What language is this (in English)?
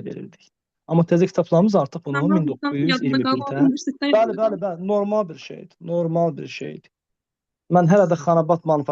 Azerbaijani